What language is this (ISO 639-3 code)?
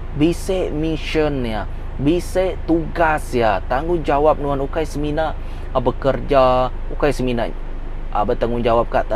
iba